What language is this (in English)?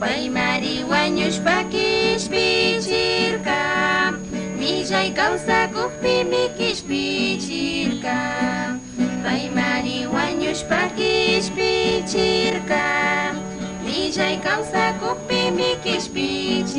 Chimborazo Highland Quichua